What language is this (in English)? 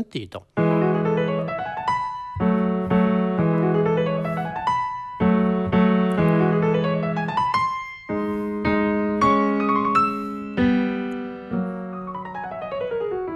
Italian